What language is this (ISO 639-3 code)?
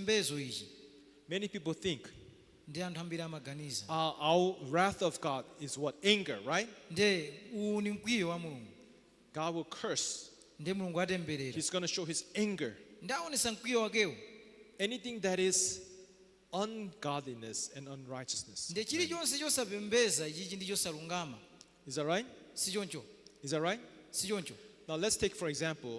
nya